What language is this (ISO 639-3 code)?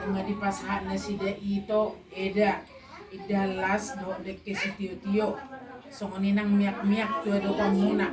bbc